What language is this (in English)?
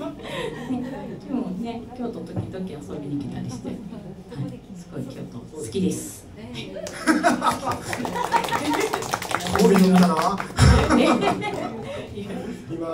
Japanese